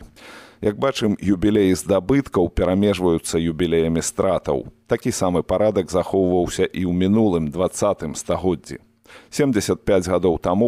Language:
Belarusian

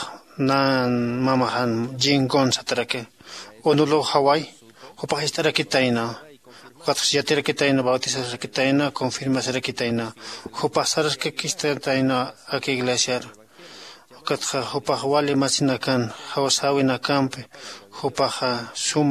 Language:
Aymara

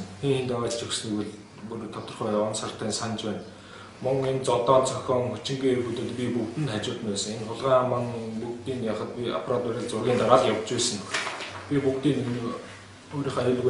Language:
Mongolian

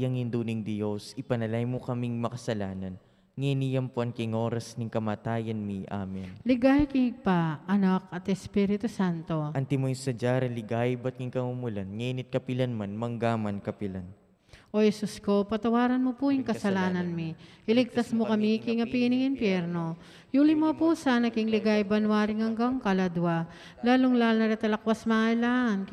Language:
Pampanga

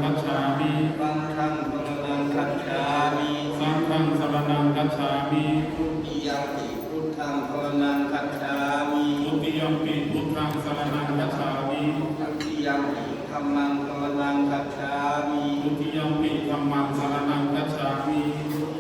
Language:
Pali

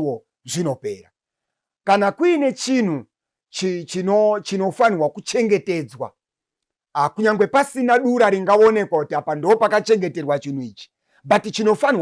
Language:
Shona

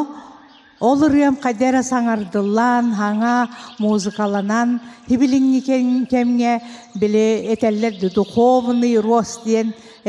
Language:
Yakut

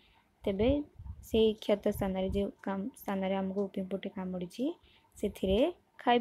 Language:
Odia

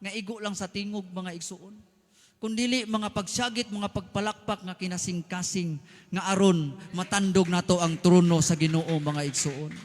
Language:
Cebuano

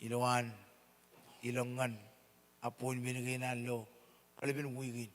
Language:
Marshallese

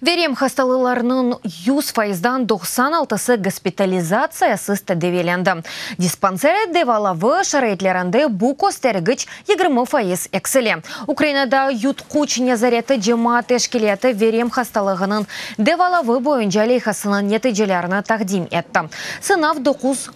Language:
Crimean Tatar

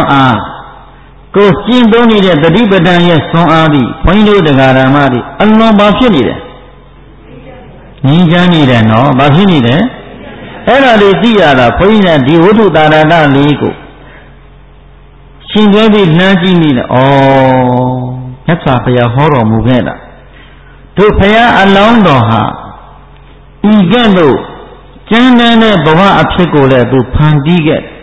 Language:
Burmese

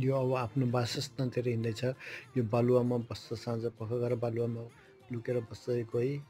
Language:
Nepali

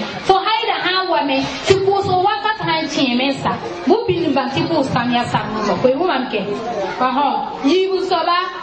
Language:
Mossi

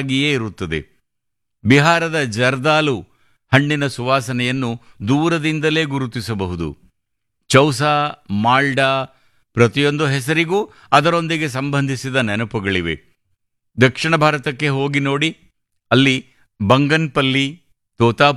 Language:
Kannada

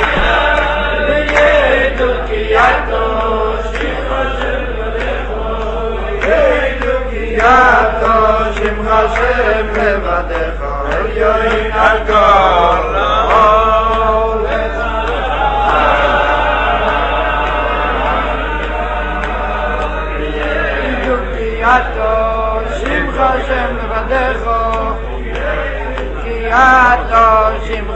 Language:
Hebrew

